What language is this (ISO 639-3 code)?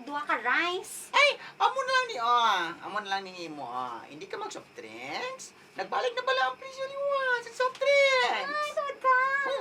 hil